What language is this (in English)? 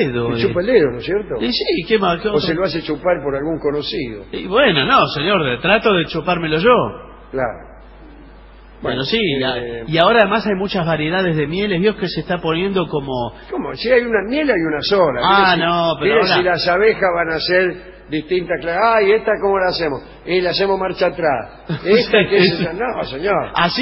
Spanish